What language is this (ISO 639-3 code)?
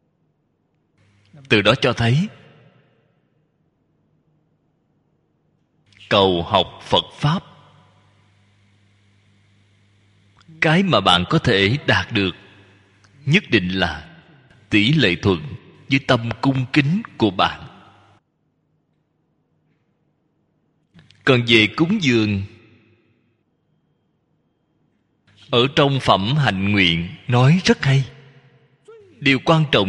vie